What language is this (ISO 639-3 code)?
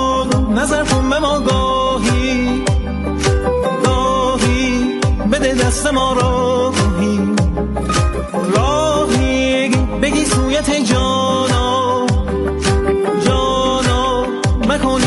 fas